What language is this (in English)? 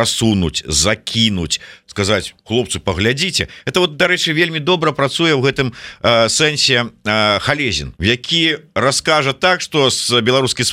Belarusian